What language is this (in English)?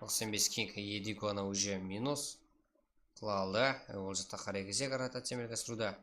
Kara-Kalpak